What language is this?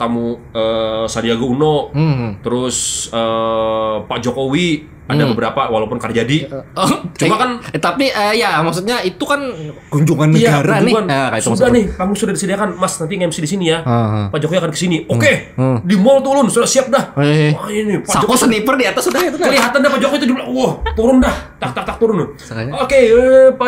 Banjar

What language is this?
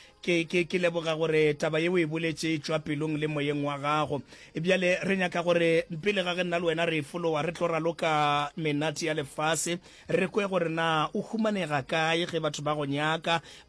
Northern Sotho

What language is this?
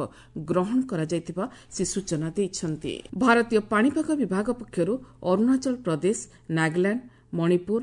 Odia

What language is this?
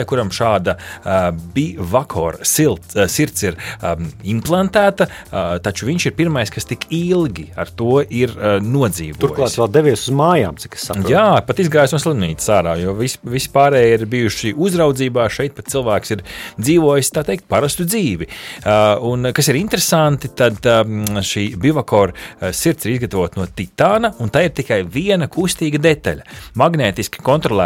Latvian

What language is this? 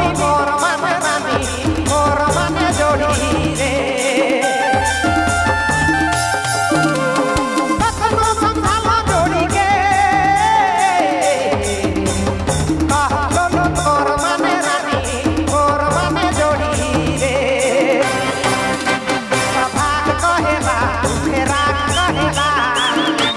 Sadri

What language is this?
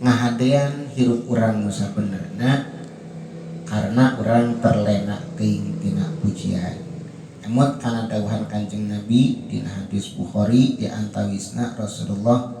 Sundanese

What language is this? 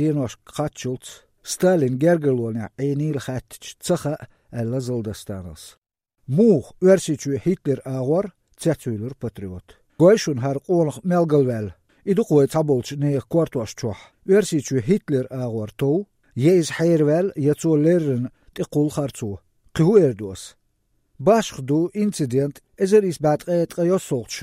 Azerbaijani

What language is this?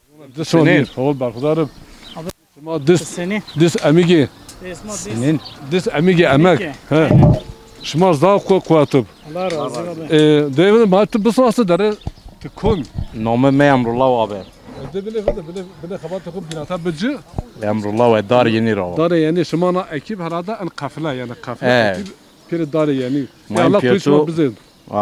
Zaza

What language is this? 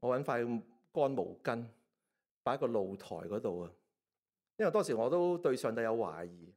Cantonese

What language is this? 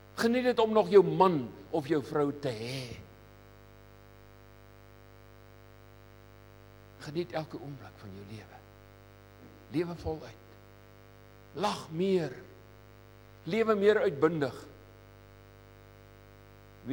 Afrikaans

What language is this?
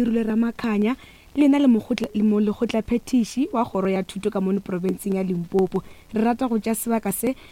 Northern Sotho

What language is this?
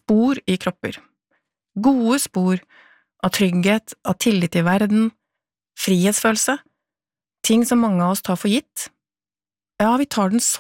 Norwegian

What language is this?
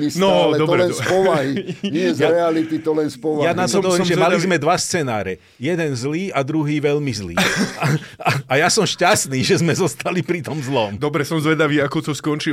Slovak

